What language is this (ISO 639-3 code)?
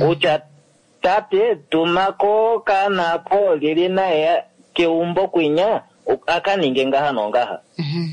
kua